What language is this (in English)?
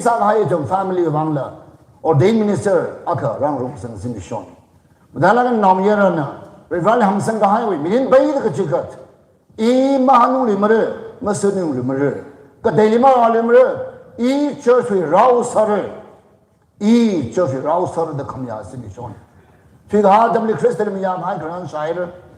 Tangkhul Naga (India)